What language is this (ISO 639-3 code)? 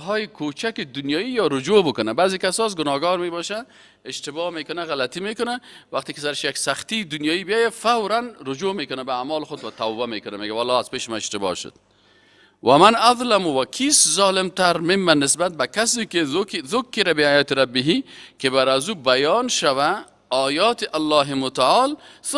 fas